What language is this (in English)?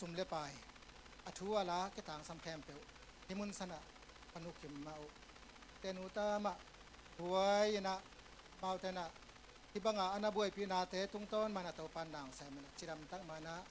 Tedim Chin